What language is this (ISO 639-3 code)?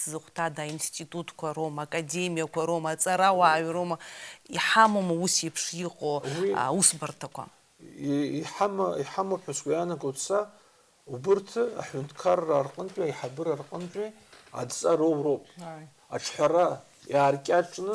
abk